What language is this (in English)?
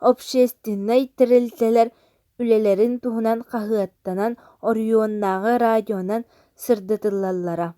Yakut